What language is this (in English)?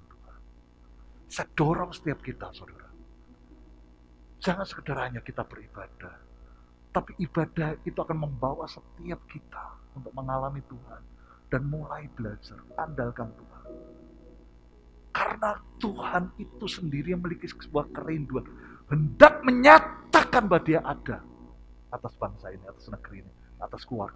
Indonesian